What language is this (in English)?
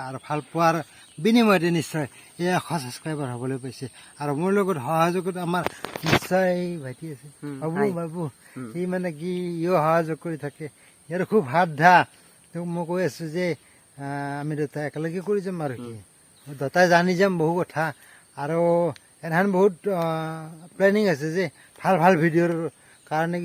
Assamese